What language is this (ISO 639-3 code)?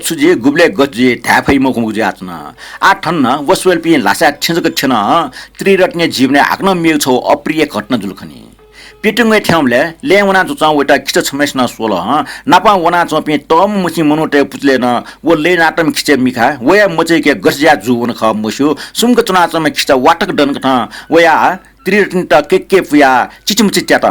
new